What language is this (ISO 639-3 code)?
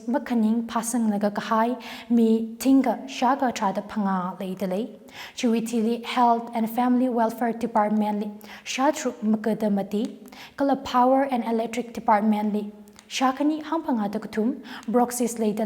nmf